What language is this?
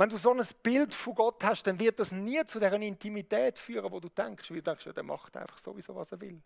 Swiss German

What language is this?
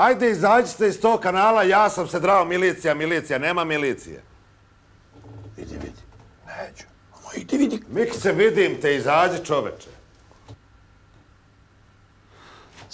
Serbian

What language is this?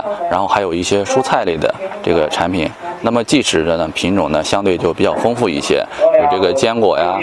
Chinese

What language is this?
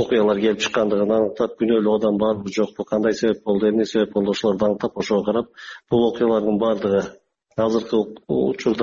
Kyrgyz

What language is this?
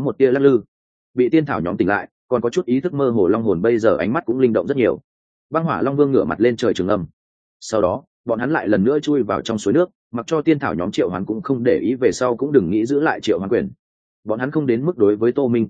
Vietnamese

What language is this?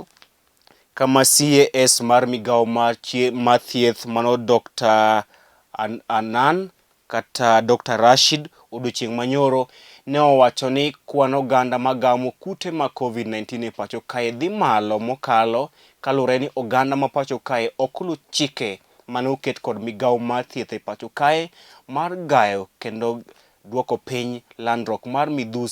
Luo (Kenya and Tanzania)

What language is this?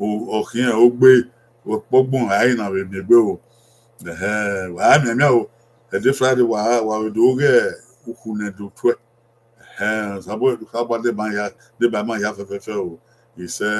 Bini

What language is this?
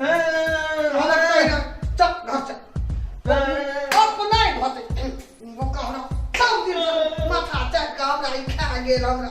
Maithili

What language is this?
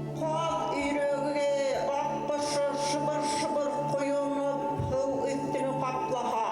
Bashkir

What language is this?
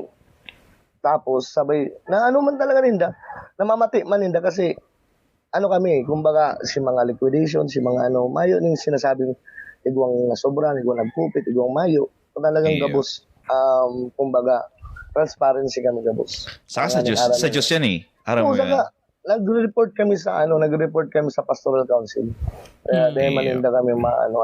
Bikol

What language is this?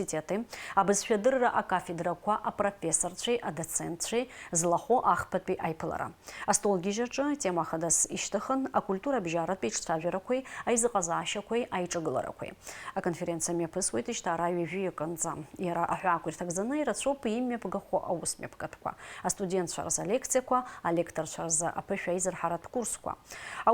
Abkhazian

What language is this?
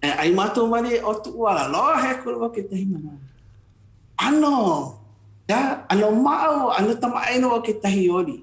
Hawaiian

